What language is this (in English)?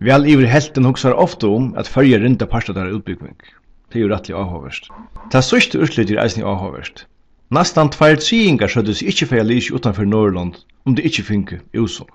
Faroese